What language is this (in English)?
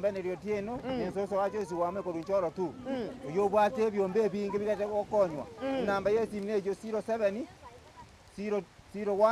Gusii